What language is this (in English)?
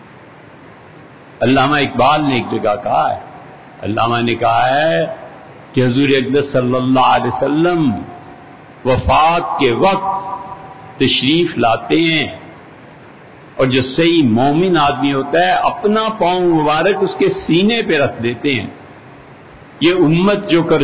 Urdu